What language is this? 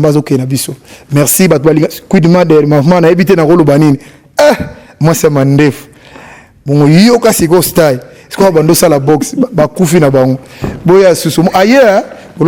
Lingala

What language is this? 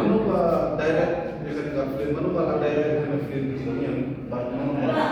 Khasi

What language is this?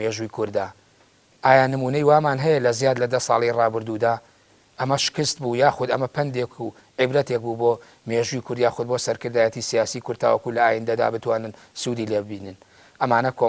Central Kurdish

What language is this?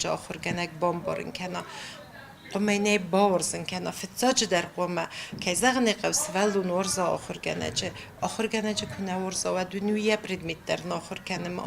Ossetic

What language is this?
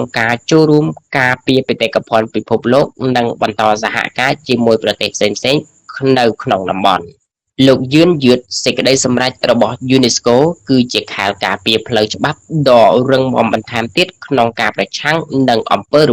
Khmer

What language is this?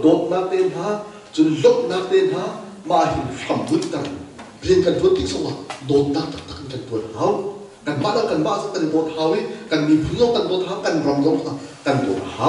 Hakha Chin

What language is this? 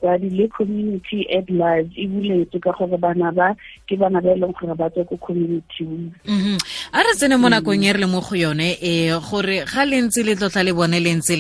Tswana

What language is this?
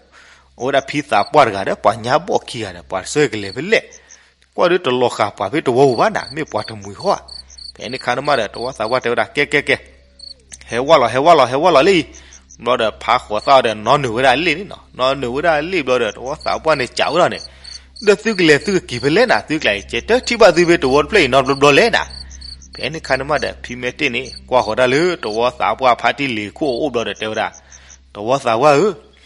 S'gaw Karen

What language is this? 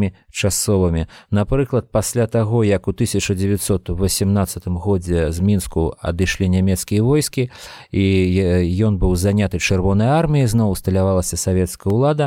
Belarusian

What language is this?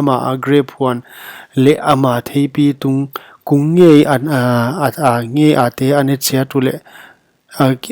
Paite Chin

